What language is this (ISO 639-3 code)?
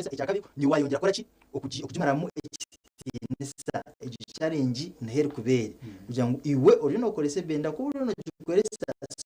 nyn